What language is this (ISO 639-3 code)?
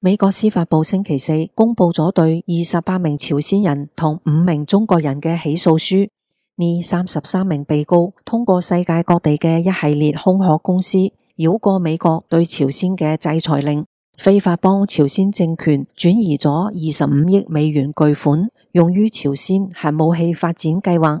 yue